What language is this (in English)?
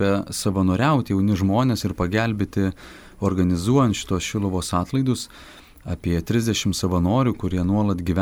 Lithuanian